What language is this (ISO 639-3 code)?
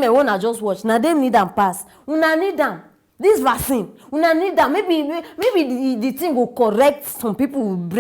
pcm